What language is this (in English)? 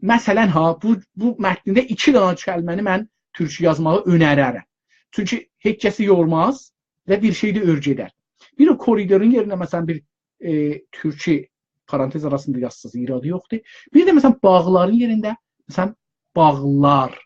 South Azerbaijani